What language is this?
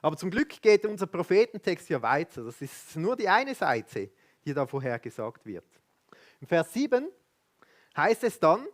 Swiss German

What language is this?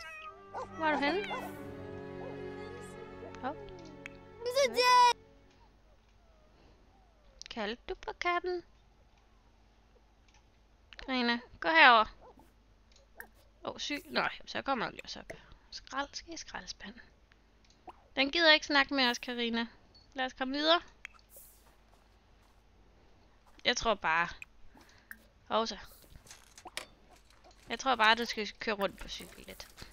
Danish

